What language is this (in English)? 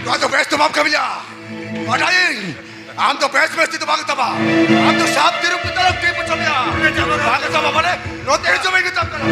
Santali